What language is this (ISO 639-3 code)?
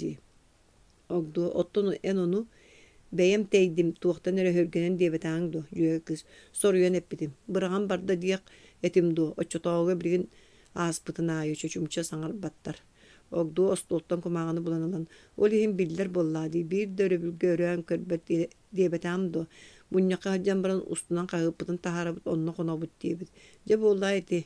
sah